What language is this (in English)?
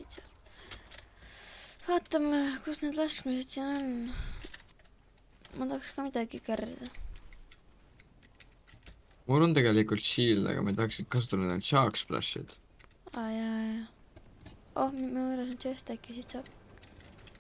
Estonian